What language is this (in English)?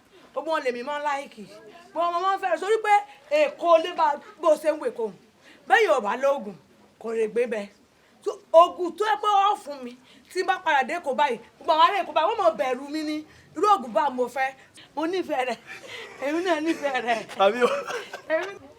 Yoruba